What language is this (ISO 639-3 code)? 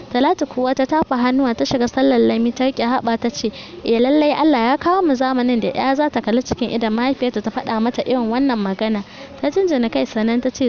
hau